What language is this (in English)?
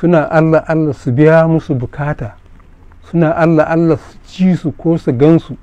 Hausa